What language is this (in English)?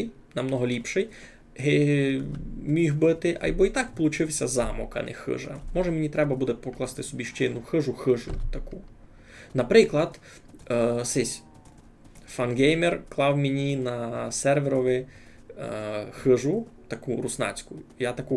Rusyn